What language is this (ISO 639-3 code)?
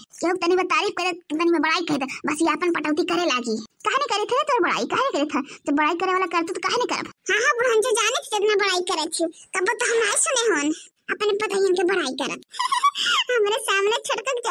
awa